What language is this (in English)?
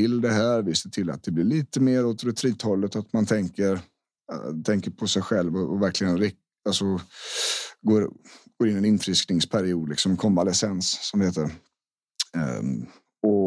Swedish